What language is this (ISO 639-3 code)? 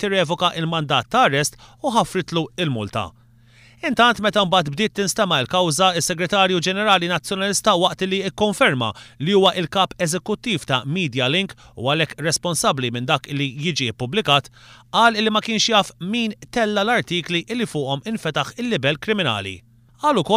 mlt